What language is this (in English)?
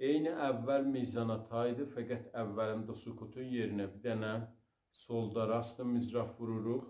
South Azerbaijani